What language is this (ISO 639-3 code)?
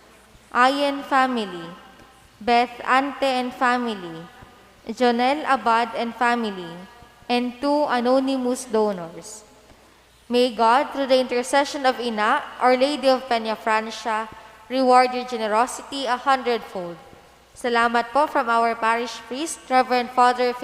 bik